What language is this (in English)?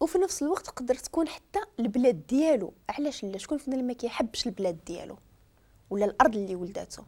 Moroccan Arabic